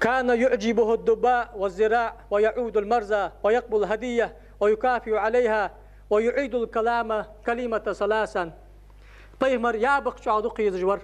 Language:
Ingush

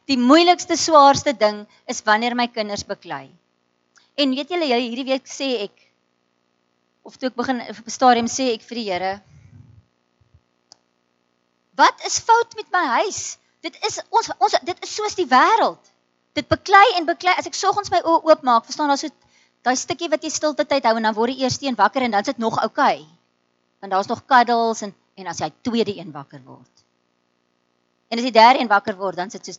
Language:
Afrikaans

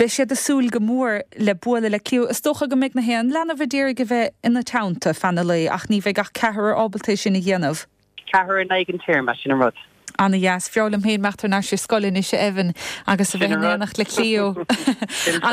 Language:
Irish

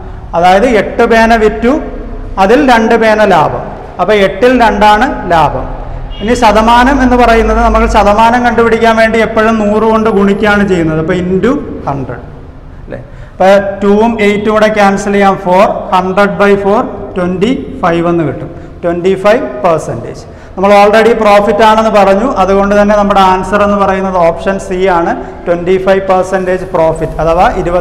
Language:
Malayalam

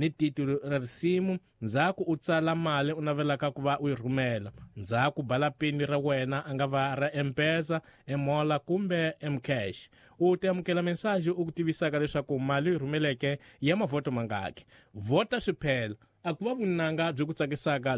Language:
Tsonga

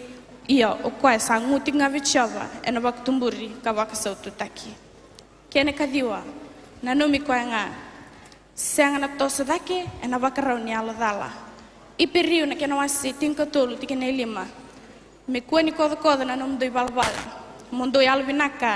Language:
Fijian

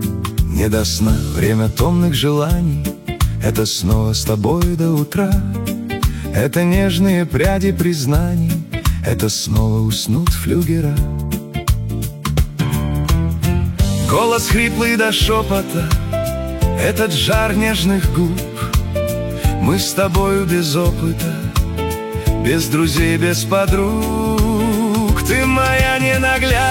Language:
Russian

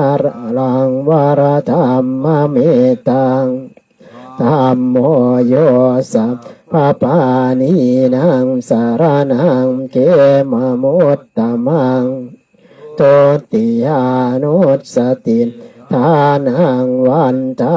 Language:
Pali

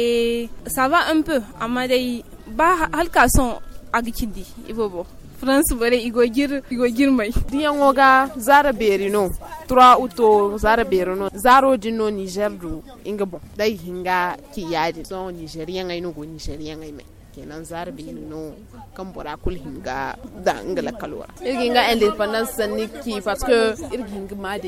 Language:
Zarma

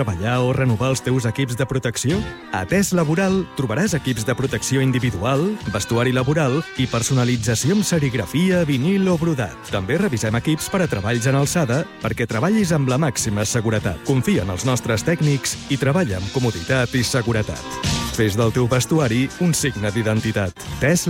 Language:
Catalan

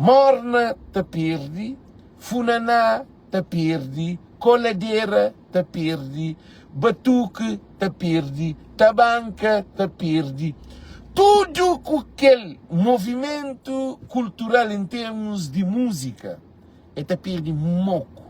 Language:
Kabuverdianu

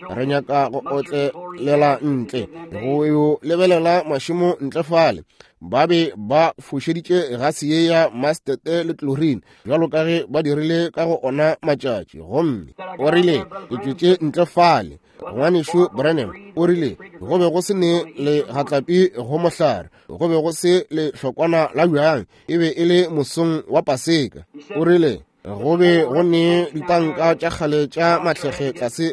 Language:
Northern Sotho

